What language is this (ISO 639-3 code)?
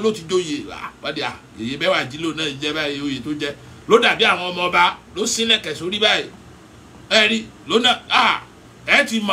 yor